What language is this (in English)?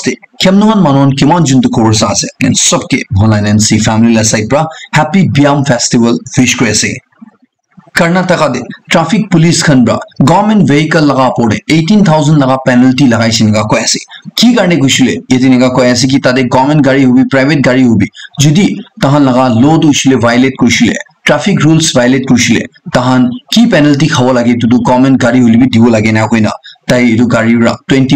Naga Pidgin